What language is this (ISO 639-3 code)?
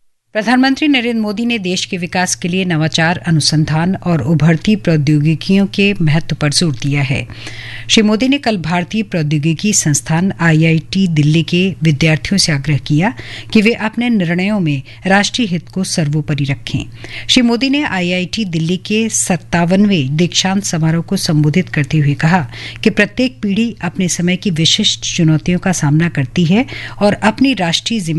hin